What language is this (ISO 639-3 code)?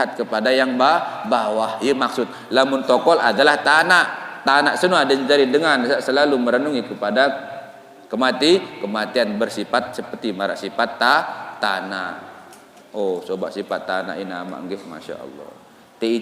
sas